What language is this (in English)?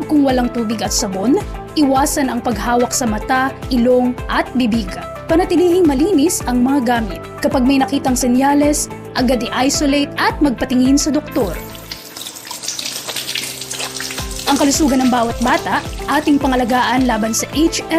Filipino